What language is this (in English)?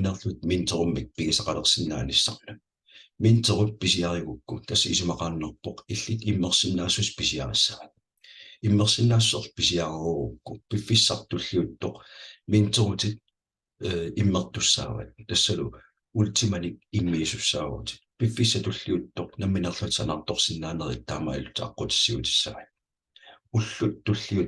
Kalaallisut